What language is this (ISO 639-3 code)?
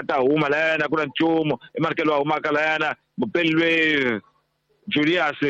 tso